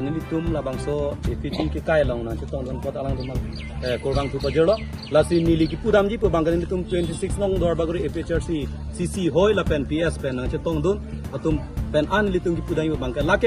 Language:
Karbi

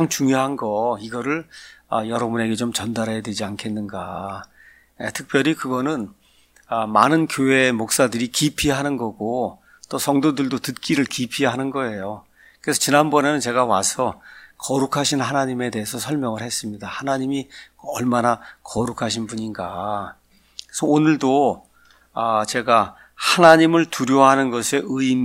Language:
Korean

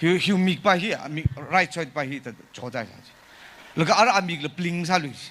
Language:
Tangkhul Naga (India)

